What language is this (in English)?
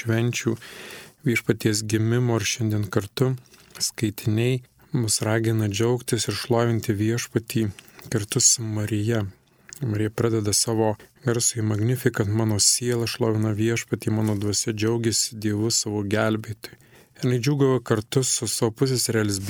Lithuanian